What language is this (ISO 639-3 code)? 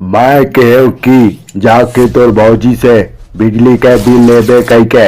hne